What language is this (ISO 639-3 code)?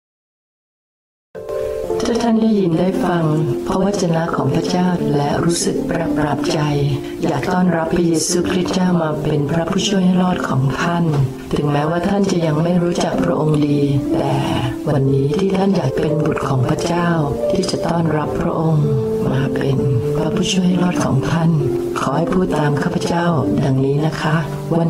tha